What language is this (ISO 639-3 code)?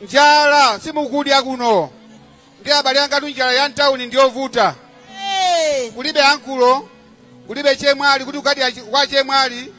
nya